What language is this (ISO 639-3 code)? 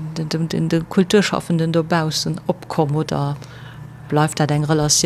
ltz